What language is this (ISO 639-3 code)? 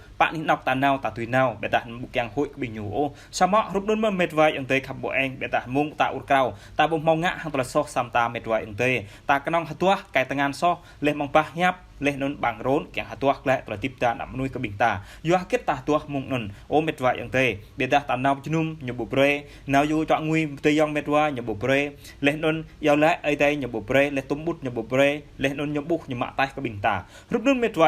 jra